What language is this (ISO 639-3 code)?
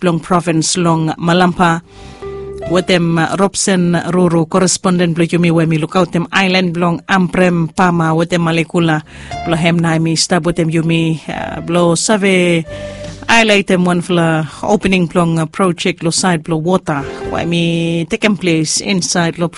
bis